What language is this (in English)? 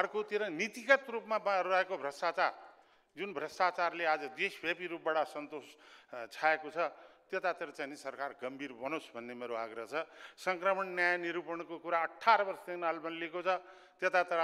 Nepali